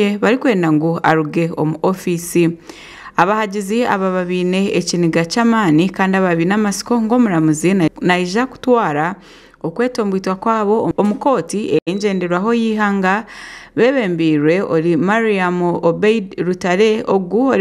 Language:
Nyankole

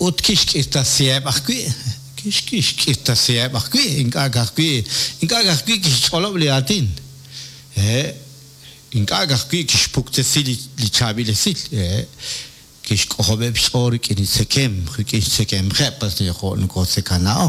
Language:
Kekchí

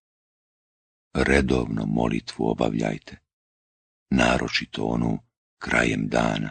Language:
Bosnian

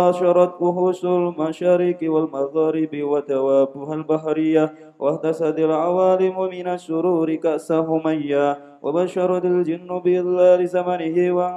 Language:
Javanese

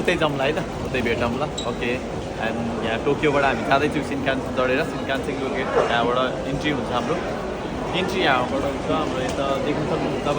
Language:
Nepali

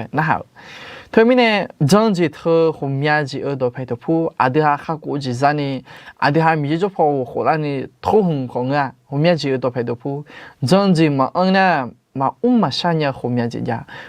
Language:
Akha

